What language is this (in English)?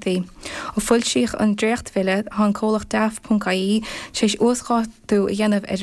Irish